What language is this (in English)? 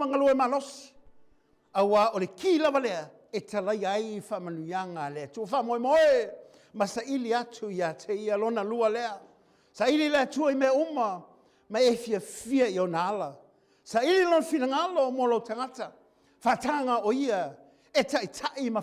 Samoan